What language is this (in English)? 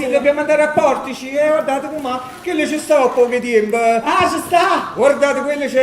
Neapolitan